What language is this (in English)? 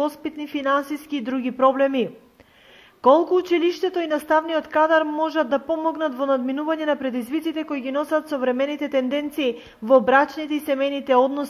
Macedonian